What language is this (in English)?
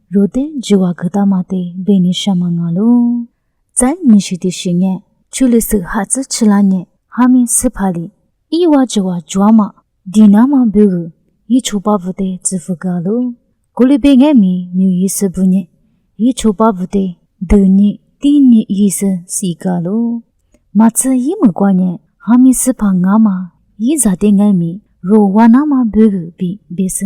Lisu